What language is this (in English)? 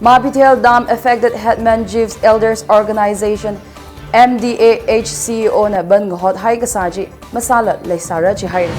Tangkhul Naga (India)